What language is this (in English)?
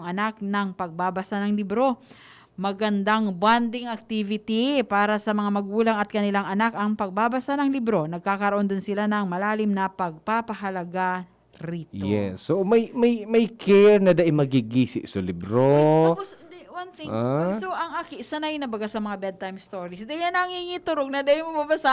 Bikol